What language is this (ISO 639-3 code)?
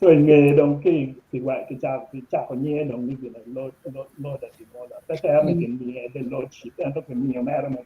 ach